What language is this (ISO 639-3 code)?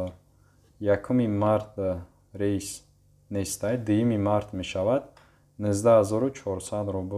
tgk